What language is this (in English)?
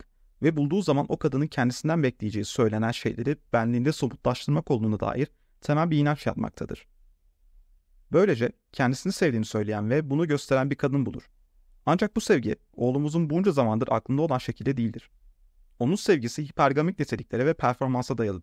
Turkish